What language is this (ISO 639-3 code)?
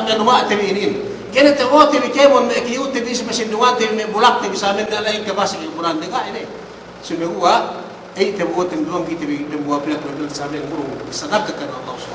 yka